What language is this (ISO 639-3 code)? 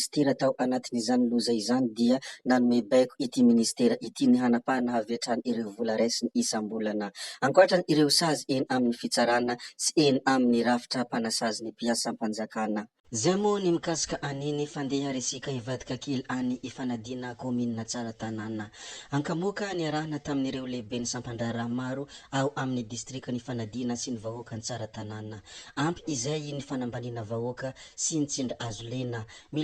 mlg